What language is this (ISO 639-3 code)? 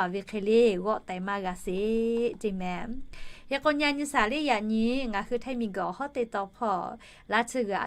lhu